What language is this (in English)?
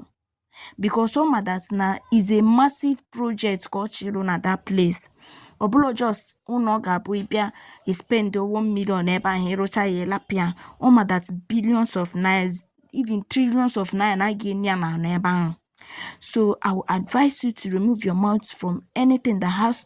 Igbo